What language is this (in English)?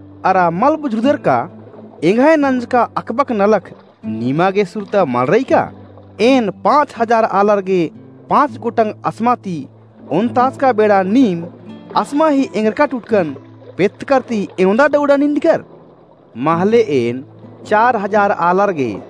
Kurukh